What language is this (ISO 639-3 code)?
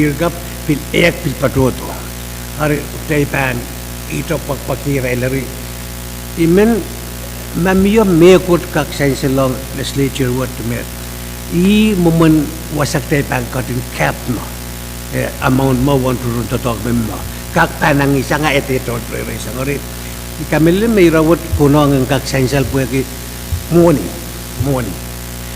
pon